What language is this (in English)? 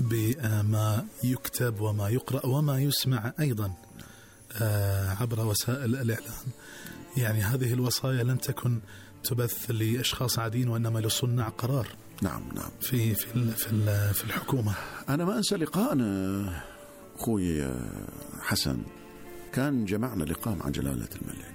Gulf Arabic